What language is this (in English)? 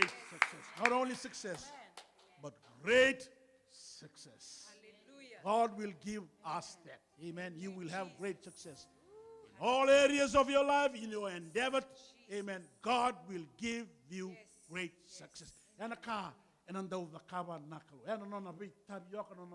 Fijian